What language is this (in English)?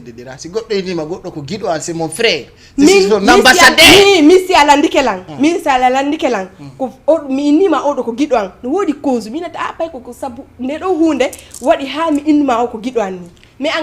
Fula